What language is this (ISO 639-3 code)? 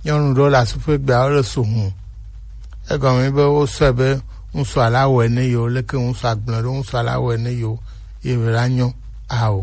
gej